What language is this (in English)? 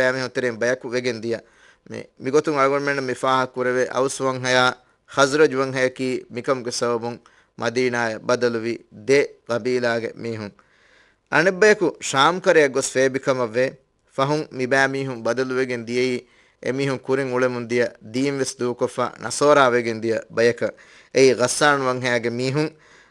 Divehi